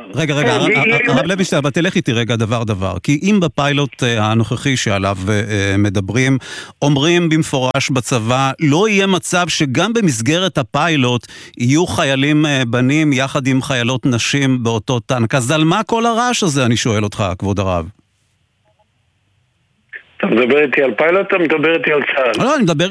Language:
Hebrew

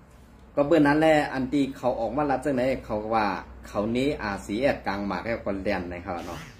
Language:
Shan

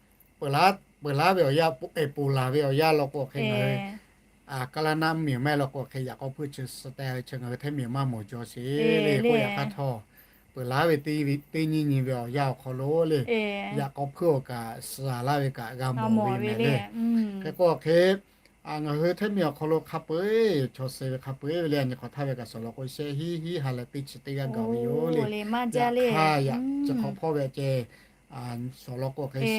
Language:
Lahu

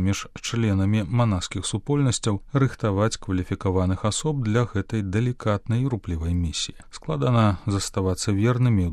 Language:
Belarusian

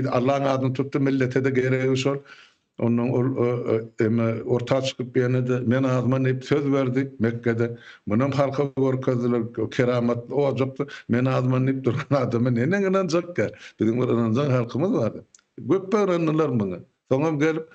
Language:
Turkmen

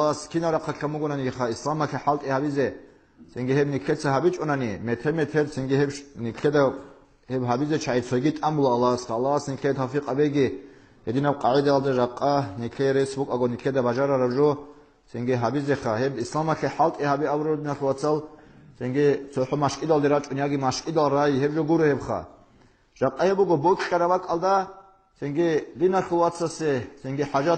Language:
Avaric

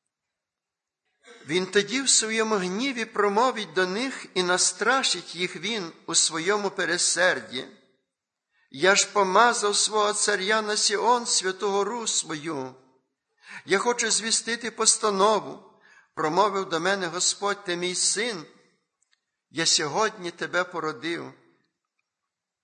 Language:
Ukrainian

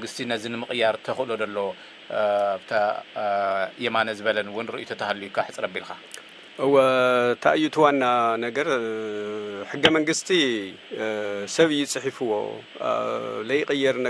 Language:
Tigrinya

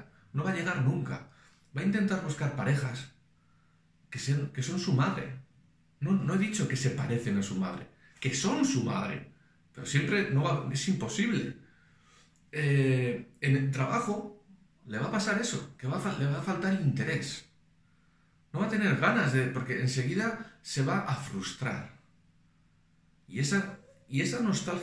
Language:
Spanish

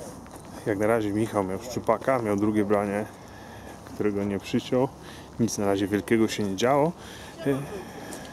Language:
Polish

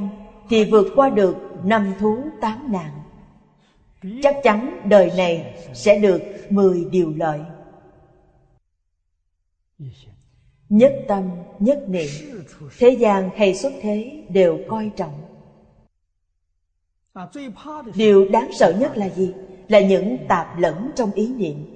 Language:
Vietnamese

